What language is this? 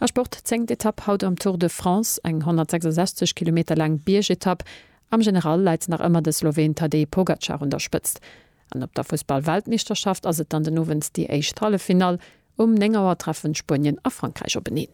Luxembourgish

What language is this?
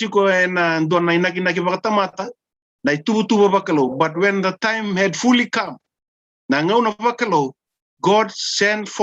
Fijian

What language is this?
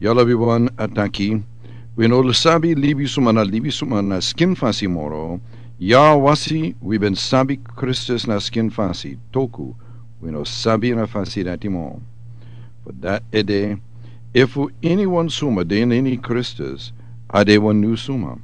Sranan Tongo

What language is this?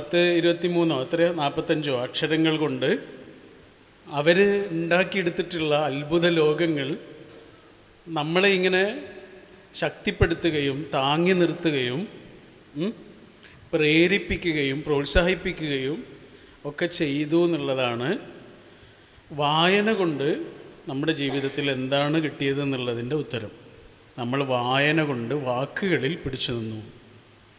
Malayalam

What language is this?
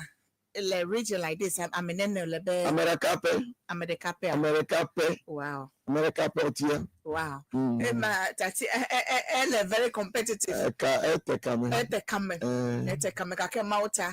Ewe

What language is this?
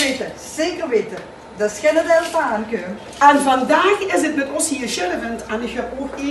Limburgish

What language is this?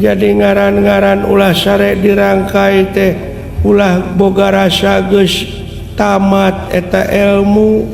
Sundanese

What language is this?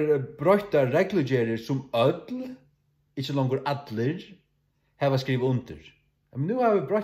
Faroese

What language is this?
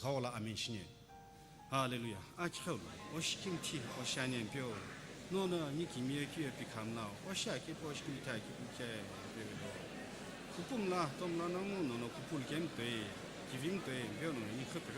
Sumi Naga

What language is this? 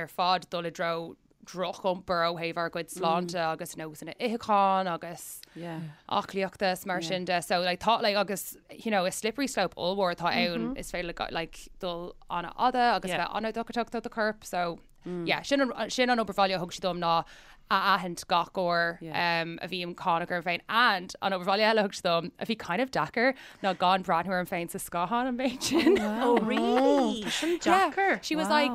Irish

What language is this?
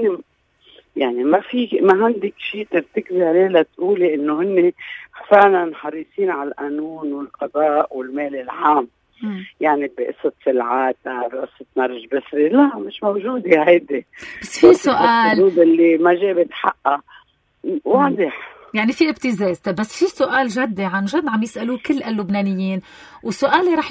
North Levantine Arabic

